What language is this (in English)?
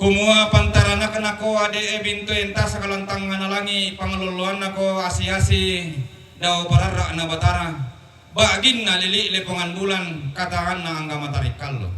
Toraja-Sa'dan